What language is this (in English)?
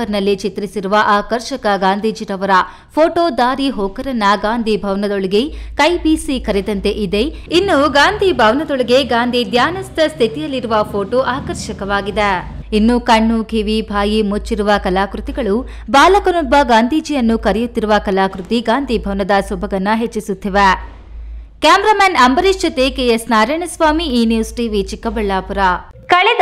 Kannada